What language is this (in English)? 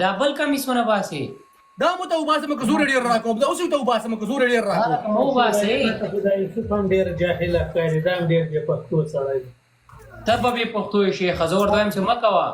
Pashto